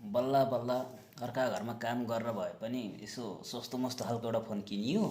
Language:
Nepali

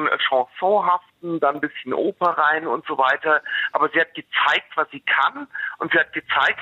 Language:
German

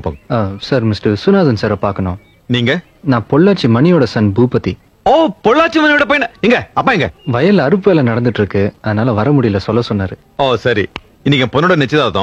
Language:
Tamil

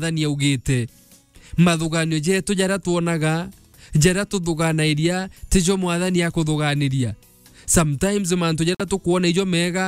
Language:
Meru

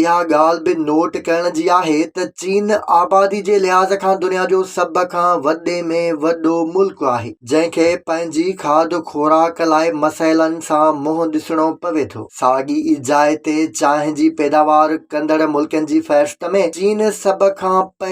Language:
Sindhi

